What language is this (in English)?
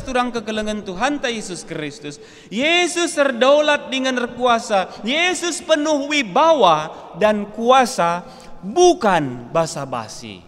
Batak Karo